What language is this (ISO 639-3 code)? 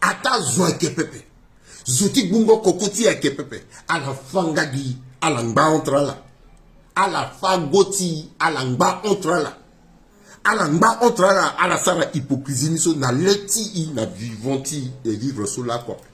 sag